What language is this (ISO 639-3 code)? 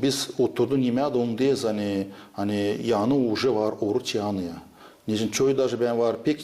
gag